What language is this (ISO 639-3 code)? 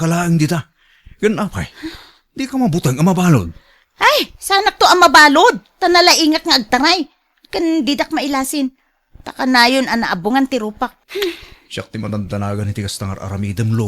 ilo